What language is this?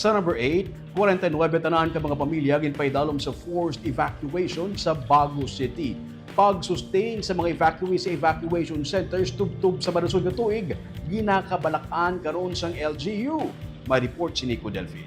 Hiligaynon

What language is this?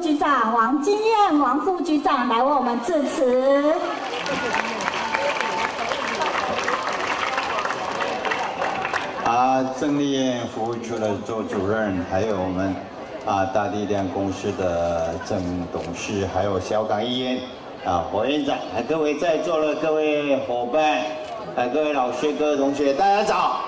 Chinese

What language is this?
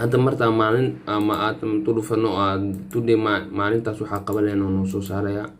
Somali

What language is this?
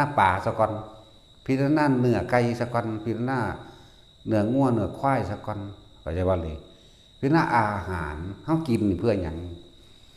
Northeastern Thai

